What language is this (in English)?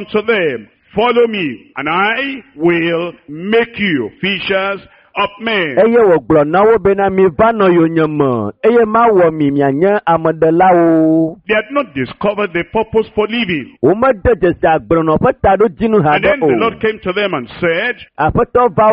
Ewe